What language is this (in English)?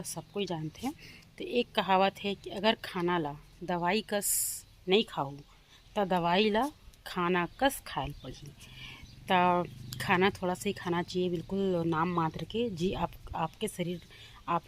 Chhattisgarhi